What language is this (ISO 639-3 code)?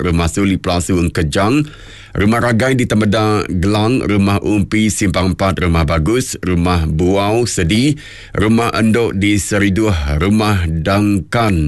iba